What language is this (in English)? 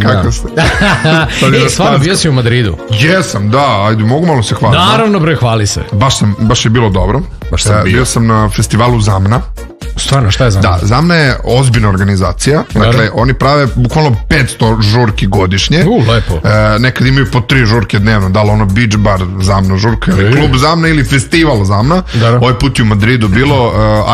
Serbian